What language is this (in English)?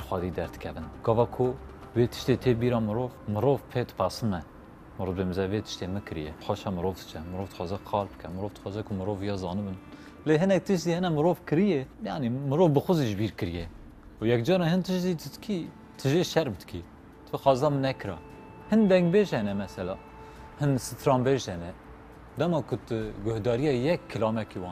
Kurdish